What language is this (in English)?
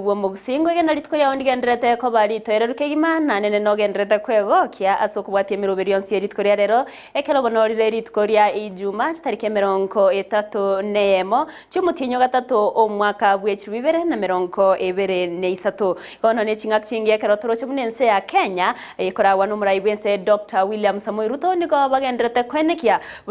Gusii